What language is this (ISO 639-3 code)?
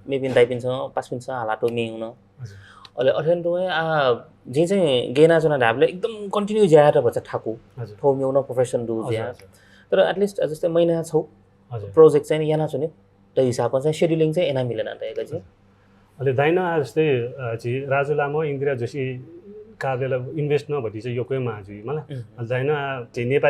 new